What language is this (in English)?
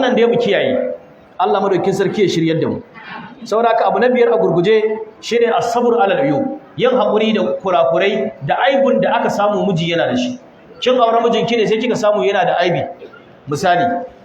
Hausa